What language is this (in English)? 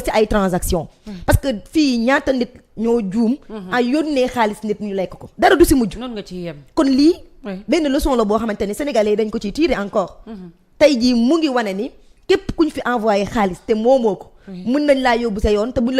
Wolof